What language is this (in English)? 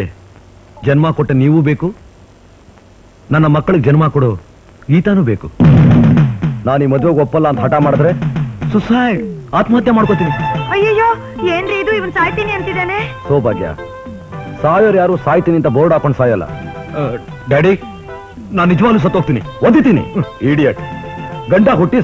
Kannada